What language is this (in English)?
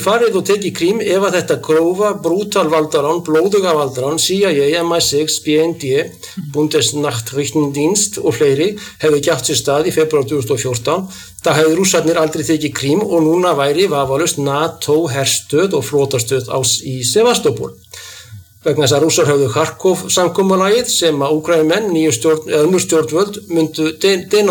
Icelandic